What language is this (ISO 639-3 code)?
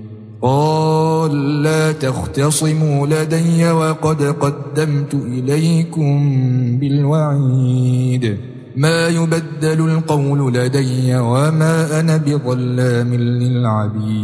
ara